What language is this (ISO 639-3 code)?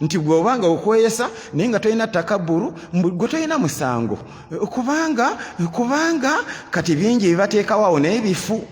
lug